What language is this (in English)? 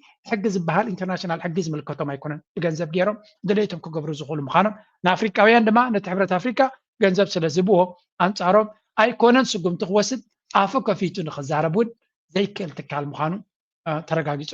Tigrinya